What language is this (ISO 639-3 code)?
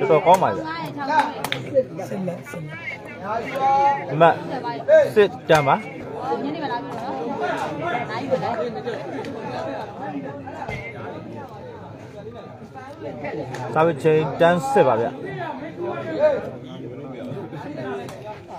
mya